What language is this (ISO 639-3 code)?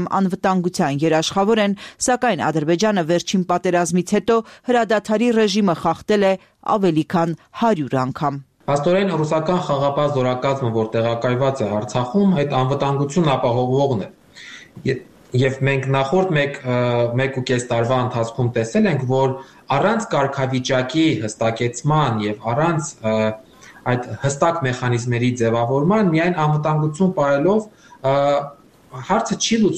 hye